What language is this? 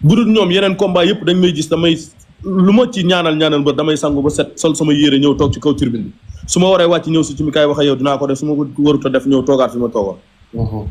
Wolof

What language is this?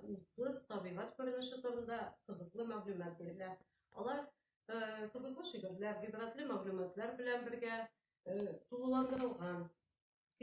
Tatar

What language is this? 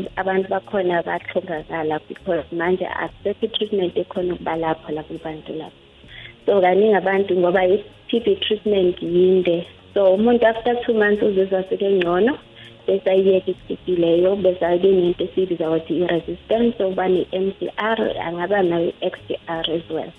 South Ndebele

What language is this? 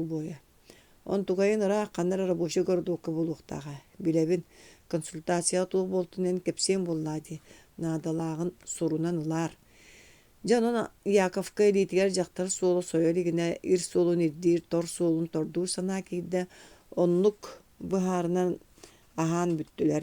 Yakut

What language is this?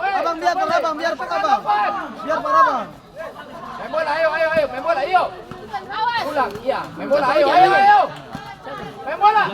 Ambonese Malay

